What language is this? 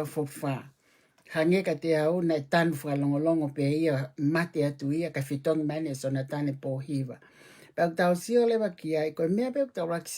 Tongan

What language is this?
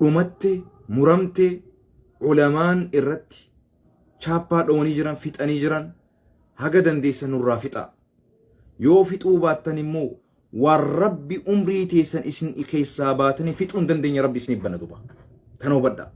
Oromo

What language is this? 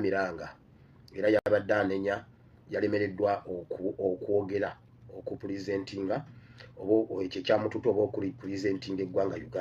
Ganda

